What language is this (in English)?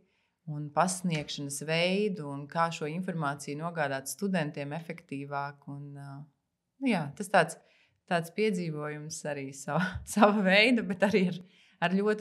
Latvian